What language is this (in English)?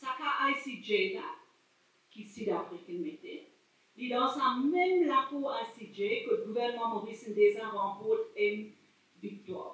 Morisyen